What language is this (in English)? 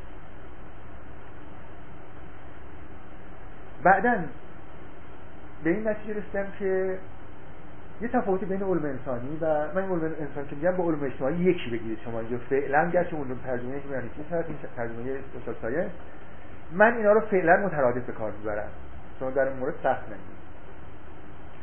Persian